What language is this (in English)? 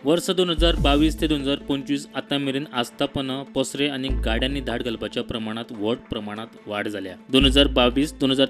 Konkani